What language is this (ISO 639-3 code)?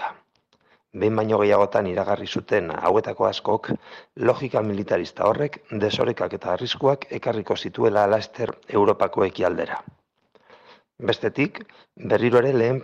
eus